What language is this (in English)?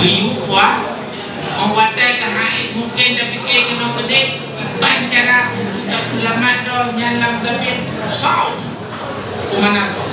Achinese